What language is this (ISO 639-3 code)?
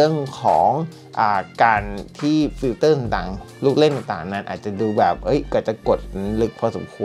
tha